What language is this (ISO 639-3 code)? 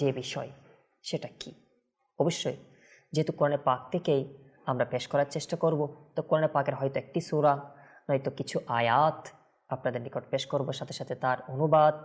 ben